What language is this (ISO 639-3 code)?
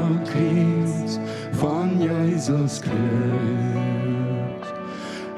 pdt